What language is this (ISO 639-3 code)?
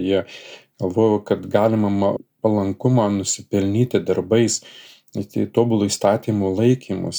lit